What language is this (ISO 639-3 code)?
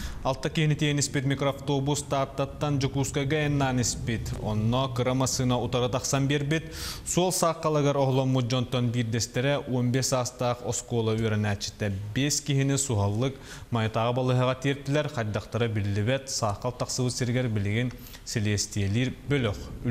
sah